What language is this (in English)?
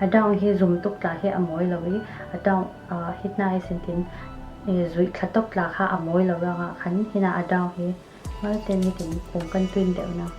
Falam Chin